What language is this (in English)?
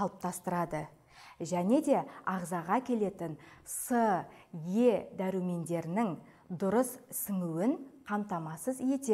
Kazakh